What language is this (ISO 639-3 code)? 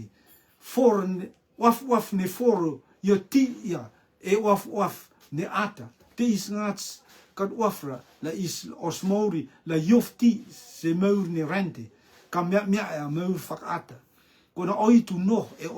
rtm